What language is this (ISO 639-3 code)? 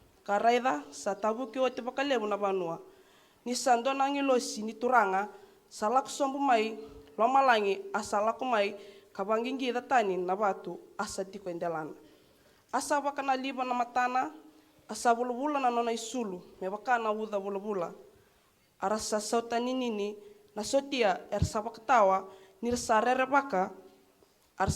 fij